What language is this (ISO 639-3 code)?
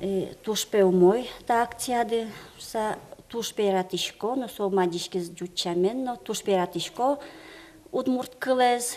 udm